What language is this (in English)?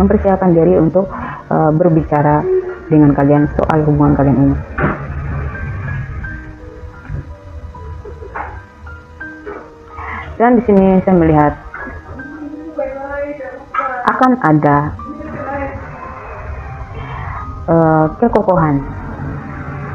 Indonesian